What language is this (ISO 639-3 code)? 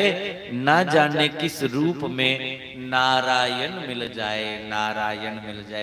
doi